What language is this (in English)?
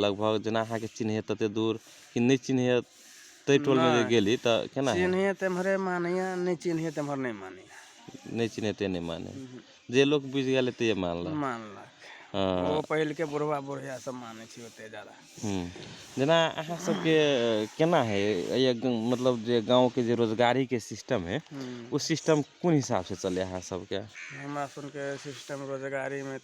Magahi